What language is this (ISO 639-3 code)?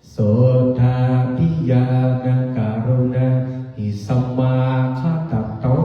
pli